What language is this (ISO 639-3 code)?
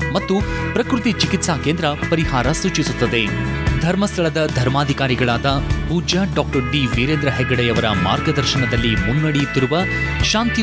kan